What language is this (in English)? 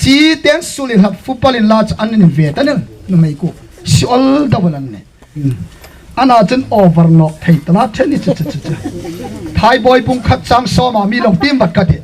Hmar